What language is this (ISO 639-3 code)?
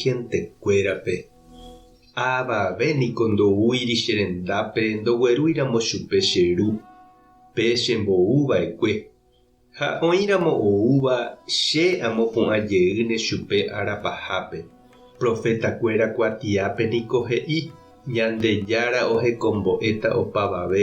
grn